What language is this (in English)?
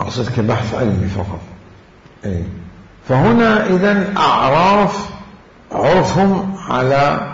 Mesopotamian Arabic